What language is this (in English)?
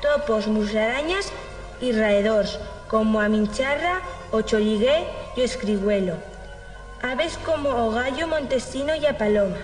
Aragonese